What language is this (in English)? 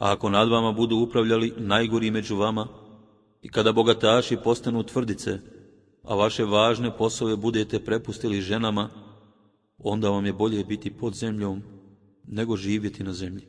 Bosnian